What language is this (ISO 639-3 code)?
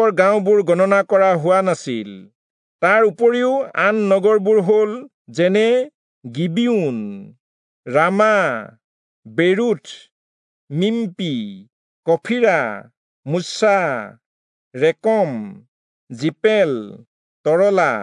asm